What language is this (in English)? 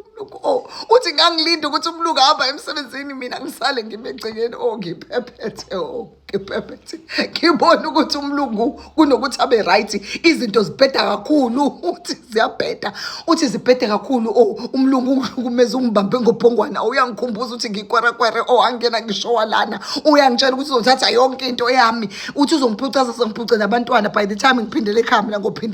Zulu